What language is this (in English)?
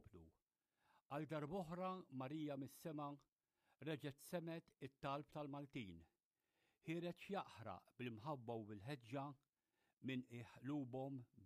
Maltese